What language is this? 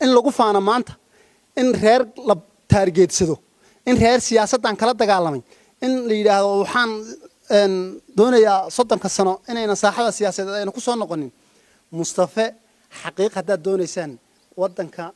Somali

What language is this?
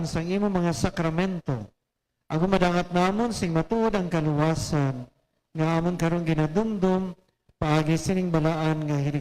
Hiligaynon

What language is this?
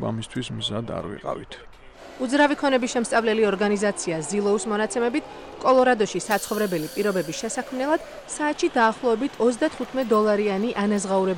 Georgian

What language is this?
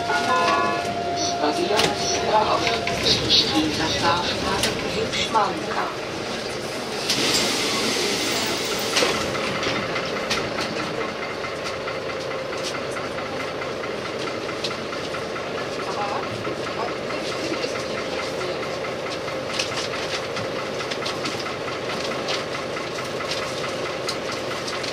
Czech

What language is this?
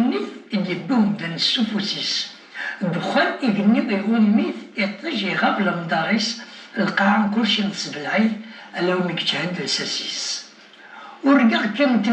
Kabyle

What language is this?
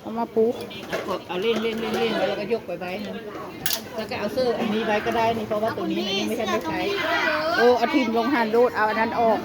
Northeastern Thai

